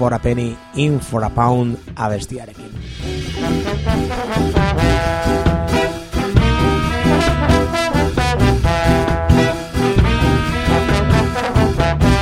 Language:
Basque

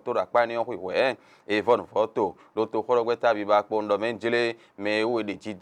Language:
Fon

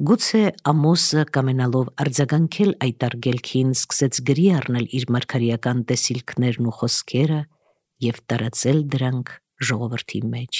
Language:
Armenian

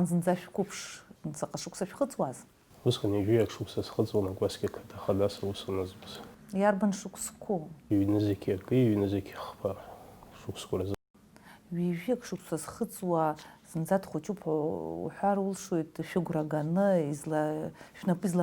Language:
Abkhazian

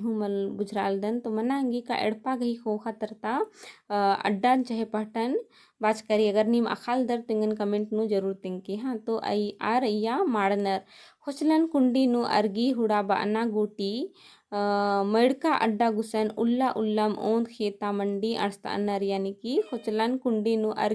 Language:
Kurukh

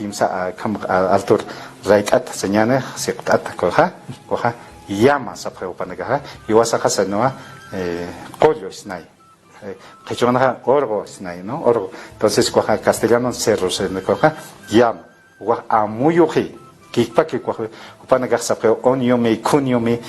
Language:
Aymara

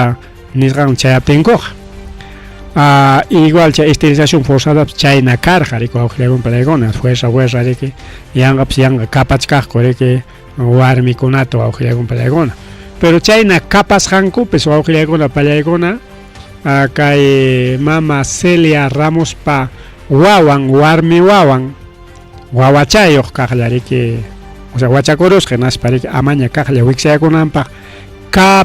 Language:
Ayacucho Quechua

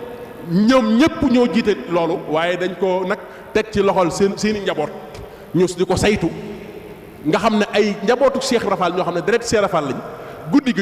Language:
Wolof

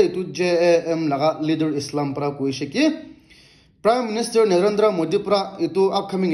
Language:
Naga Pidgin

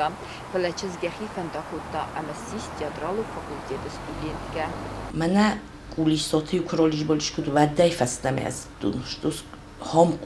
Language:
Ossetic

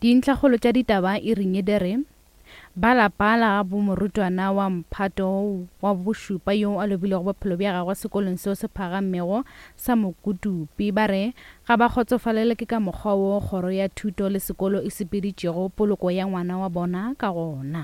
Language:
Northern Sotho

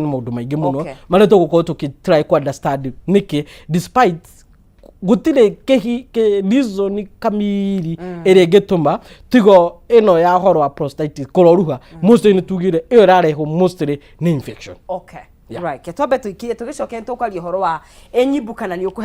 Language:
Kikuyu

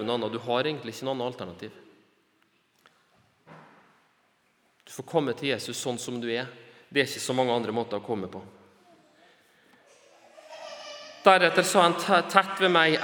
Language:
Norwegian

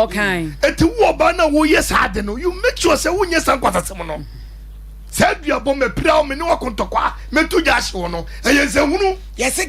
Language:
Akan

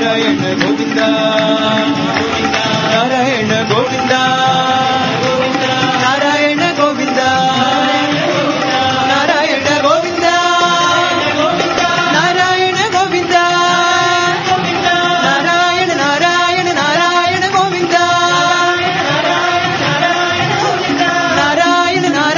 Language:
Telugu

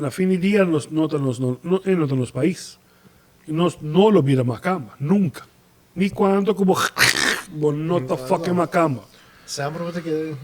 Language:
Papiamento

